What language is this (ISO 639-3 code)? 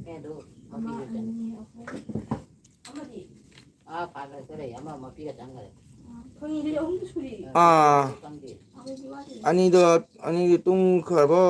mni